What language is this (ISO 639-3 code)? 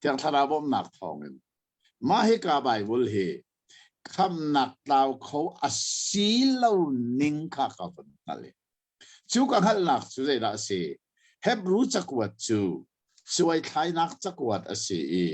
cnh